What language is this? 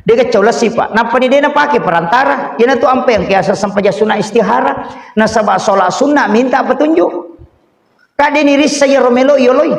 Buginese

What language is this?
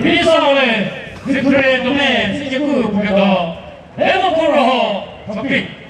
Chokri Naga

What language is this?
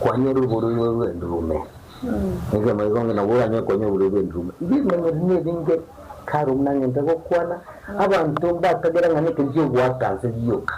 Gusii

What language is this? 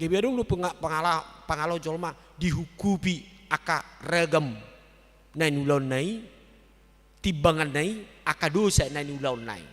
Batak Toba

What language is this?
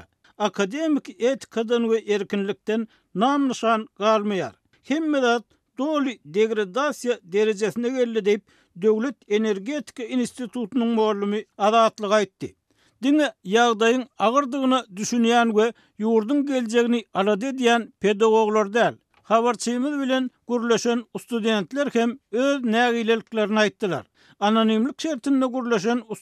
Turkmen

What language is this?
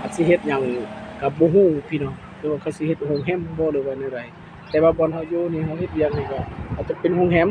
Lao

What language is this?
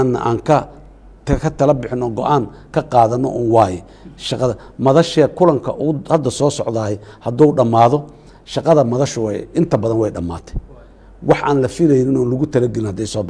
Somali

